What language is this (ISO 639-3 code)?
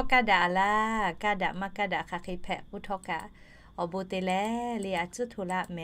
lhu